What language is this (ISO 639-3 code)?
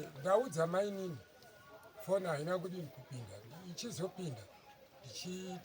sna